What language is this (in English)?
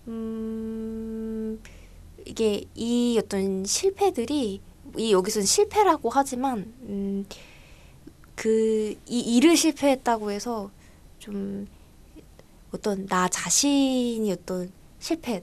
Korean